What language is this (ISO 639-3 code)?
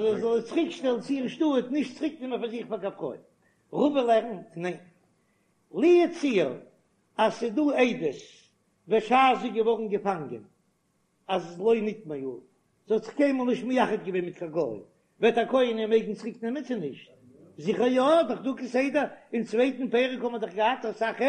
yid